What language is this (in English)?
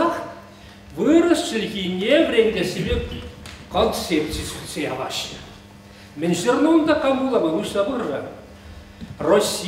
Chuvash